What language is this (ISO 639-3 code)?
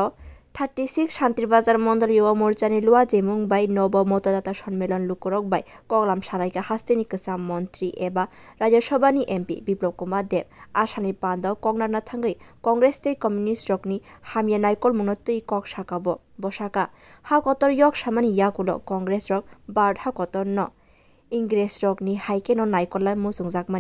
trp